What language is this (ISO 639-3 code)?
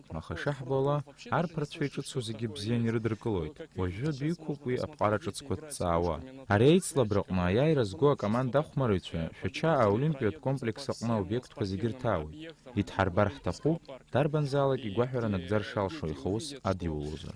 abk